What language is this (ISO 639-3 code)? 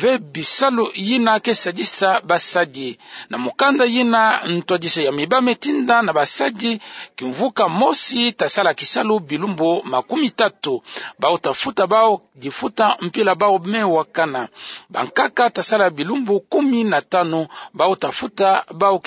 ktu